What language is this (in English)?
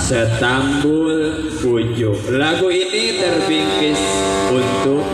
Betawi